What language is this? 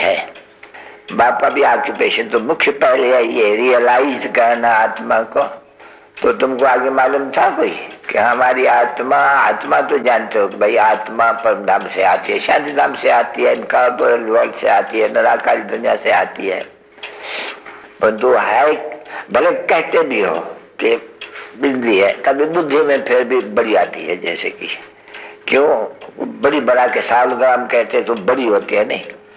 Hindi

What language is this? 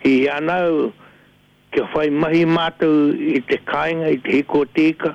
Māori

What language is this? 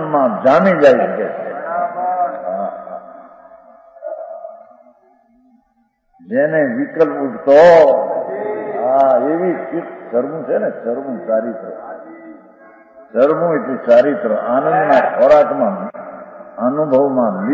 Gujarati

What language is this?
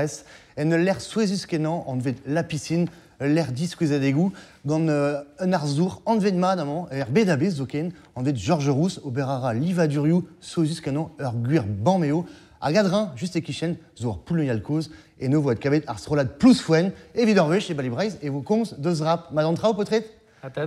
Breton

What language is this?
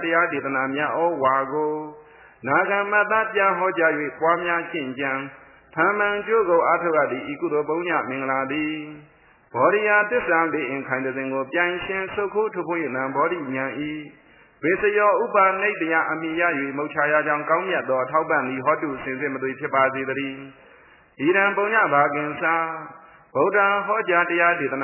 Burmese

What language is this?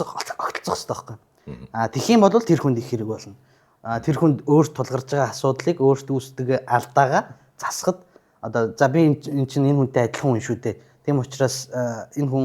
Mongolian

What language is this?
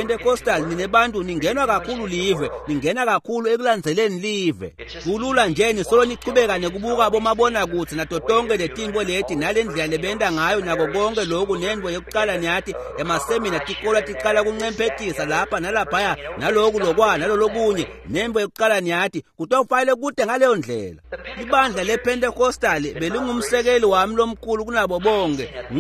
Swati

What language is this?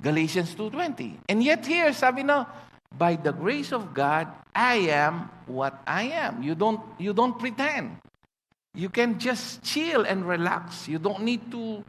Pampanga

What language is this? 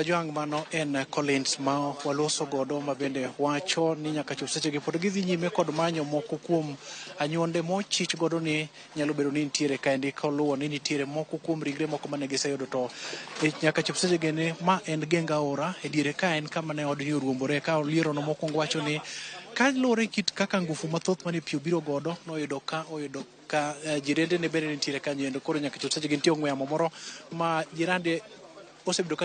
Luo (Kenya and Tanzania)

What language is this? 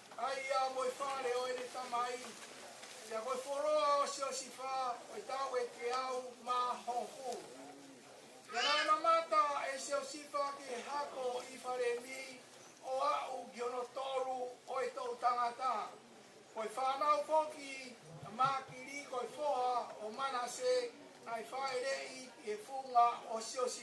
Tongan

